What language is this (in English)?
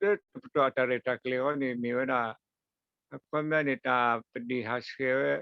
S'gaw Karen